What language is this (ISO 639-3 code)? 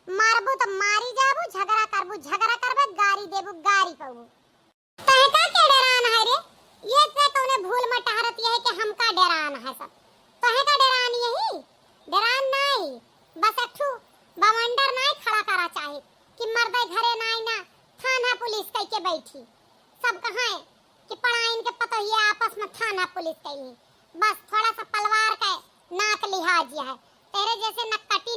awa